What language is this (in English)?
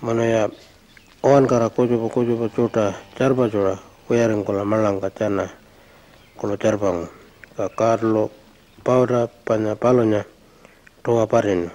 Pitjantjatjara